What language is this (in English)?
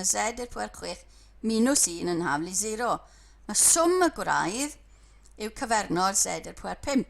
Welsh